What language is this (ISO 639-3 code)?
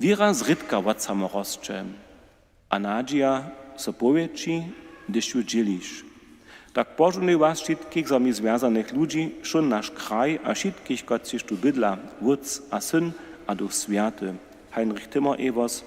hsb